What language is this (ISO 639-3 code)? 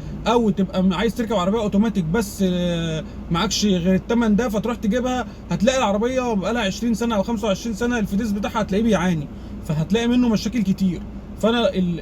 arz